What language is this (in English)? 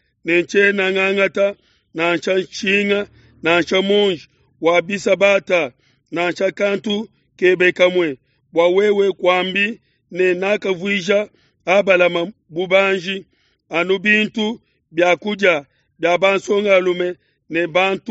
Luba-Lulua